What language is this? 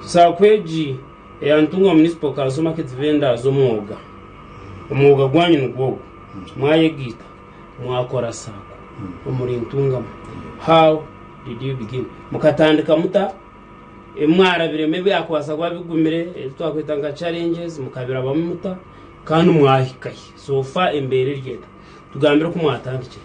Nyankole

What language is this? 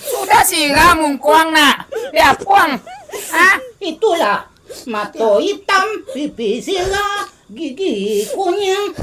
Minangkabau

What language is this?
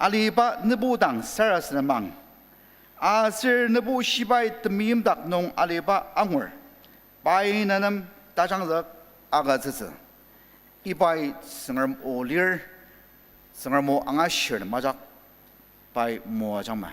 Ao Naga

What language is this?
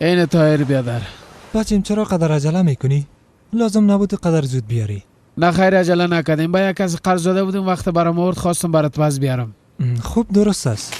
Persian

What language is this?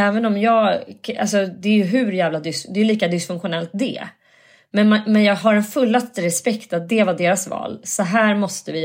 Swedish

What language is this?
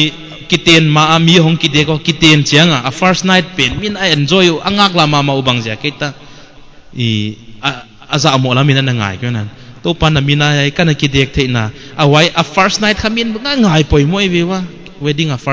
Paite Chin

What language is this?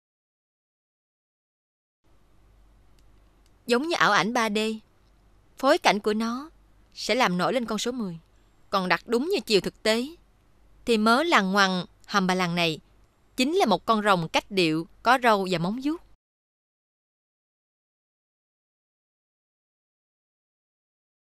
Vietnamese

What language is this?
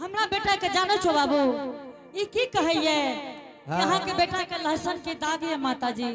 Angika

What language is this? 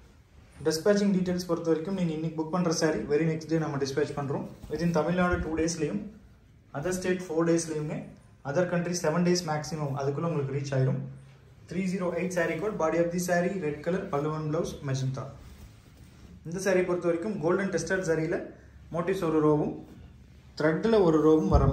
Tamil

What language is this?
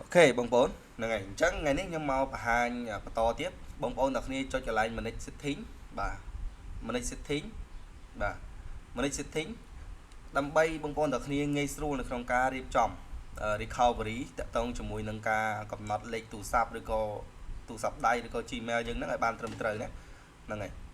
Khmer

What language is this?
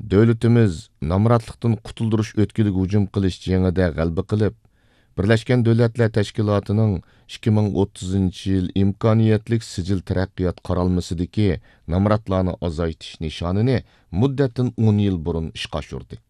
Uyghur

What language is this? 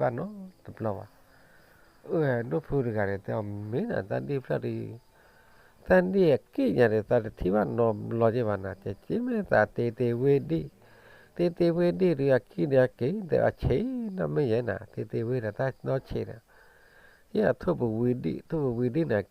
S'gaw Karen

